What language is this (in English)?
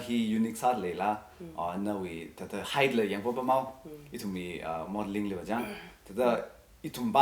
Tangkhul Naga (India)